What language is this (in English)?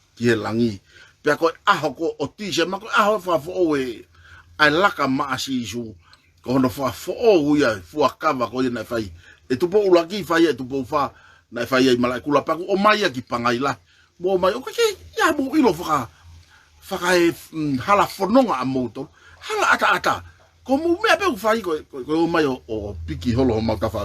Tongan